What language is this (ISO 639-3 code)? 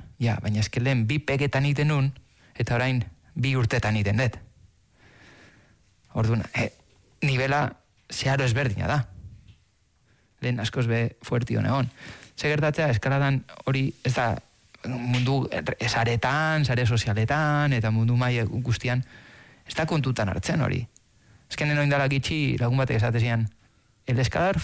eus